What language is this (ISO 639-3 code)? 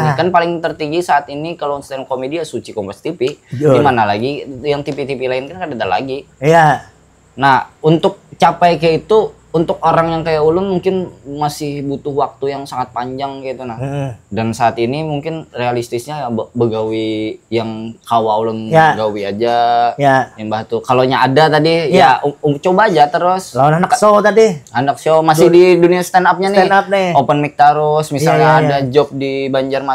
bjn